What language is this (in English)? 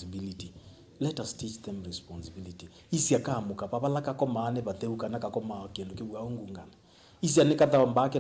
Kamba